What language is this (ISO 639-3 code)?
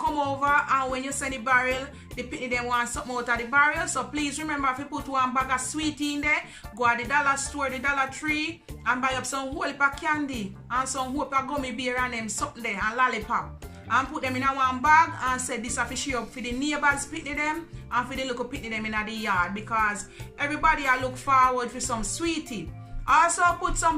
jam